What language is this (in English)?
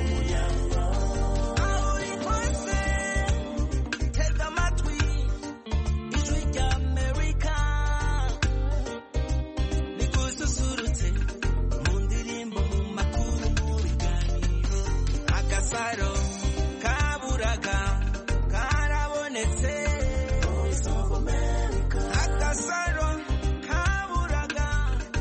Kinyarwanda